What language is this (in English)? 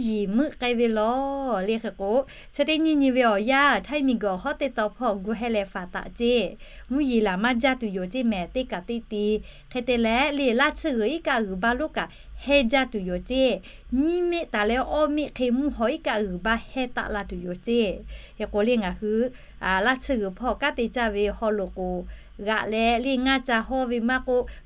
Lahu